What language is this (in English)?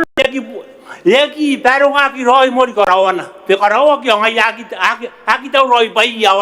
Gilbertese